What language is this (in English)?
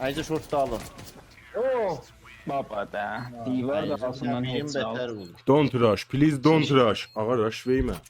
South Azerbaijani